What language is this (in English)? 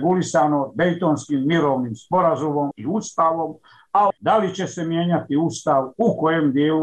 Bosnian